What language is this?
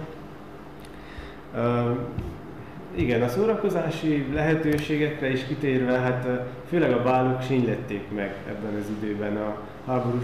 Hungarian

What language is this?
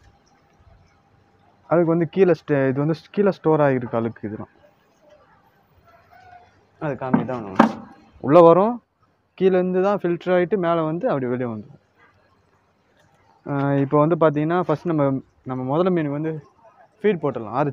Tamil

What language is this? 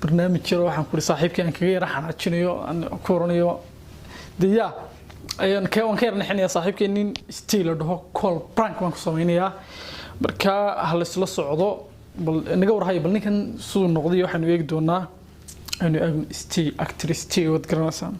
Somali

